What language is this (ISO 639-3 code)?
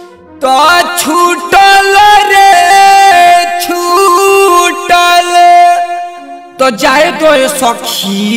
bho